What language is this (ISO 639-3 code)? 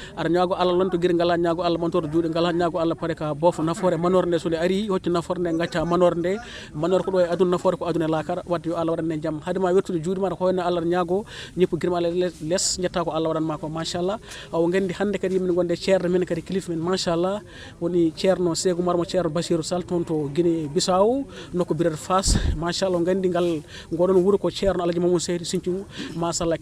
ful